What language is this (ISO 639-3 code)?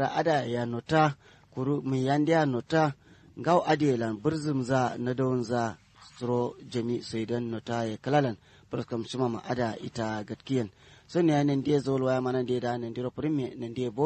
kau